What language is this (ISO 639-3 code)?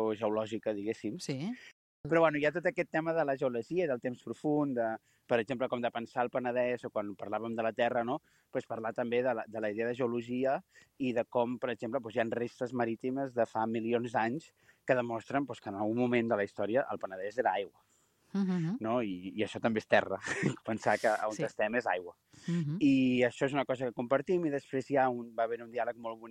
cat